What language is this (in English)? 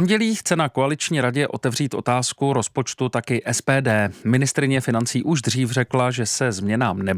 Czech